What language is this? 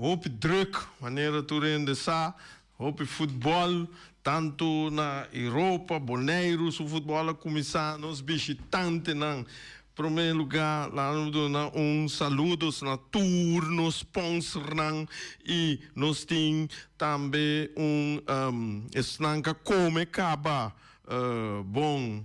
Papiamento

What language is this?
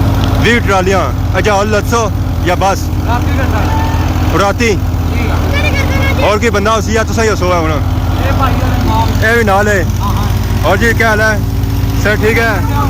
Pahari-Potwari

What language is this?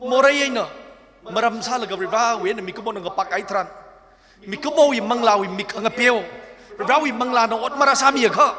Tangkhul Naga (India)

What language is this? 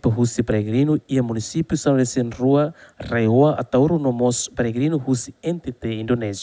Tetum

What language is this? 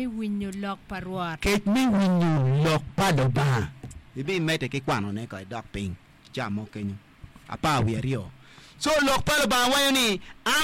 Acoli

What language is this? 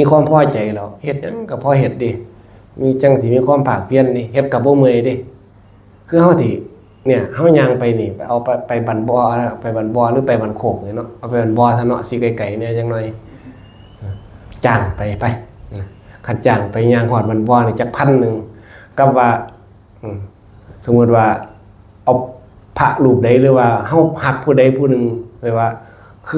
Northeastern Thai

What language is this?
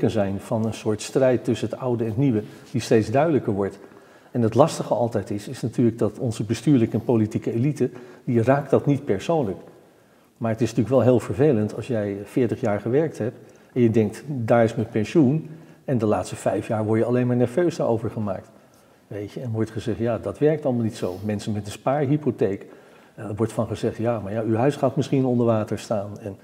Dutch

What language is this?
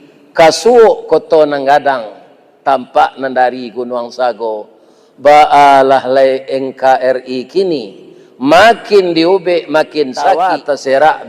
Minangkabau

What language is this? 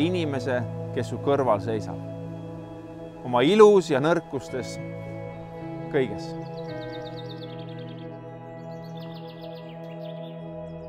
Estonian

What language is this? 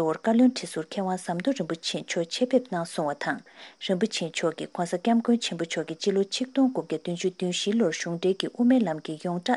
Tibetan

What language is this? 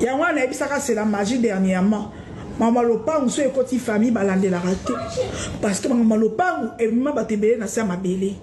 Lingala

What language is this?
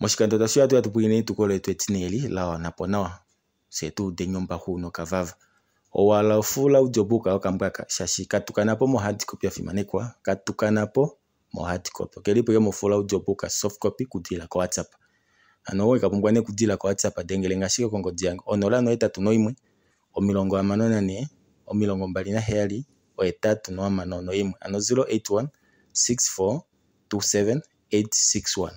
Kuanyama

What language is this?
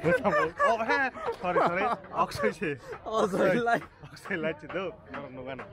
Kok Borok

